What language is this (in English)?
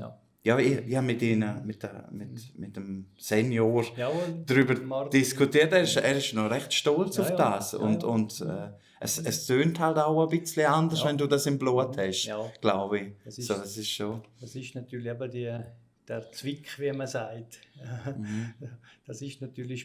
Swiss German